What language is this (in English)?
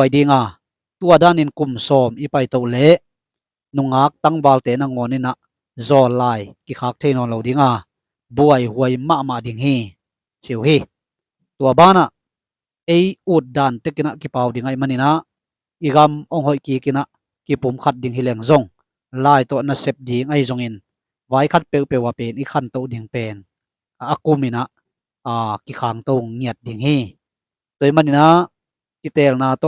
Tedim Chin